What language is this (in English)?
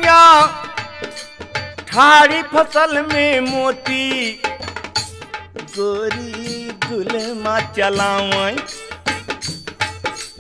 Bhojpuri